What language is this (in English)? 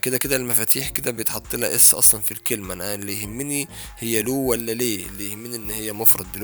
Egyptian Arabic